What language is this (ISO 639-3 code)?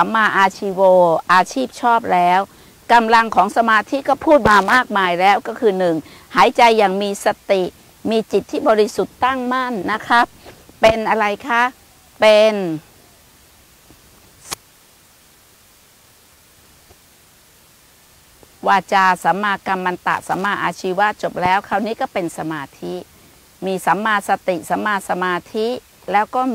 tha